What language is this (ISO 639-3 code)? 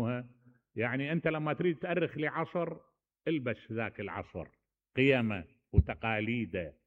acm